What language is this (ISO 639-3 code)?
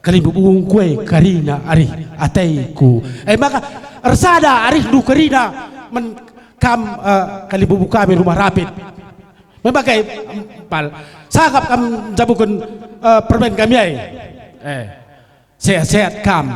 btx